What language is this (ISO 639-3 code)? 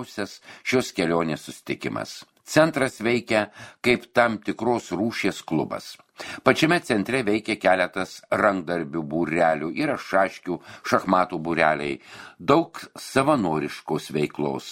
lit